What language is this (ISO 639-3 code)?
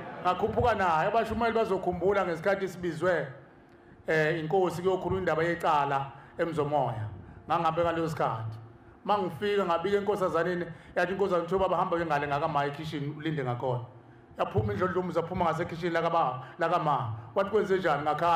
zul